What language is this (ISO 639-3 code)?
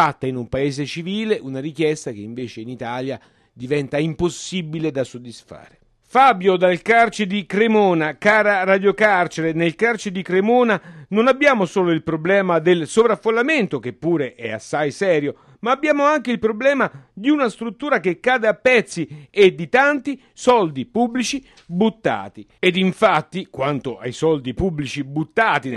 ita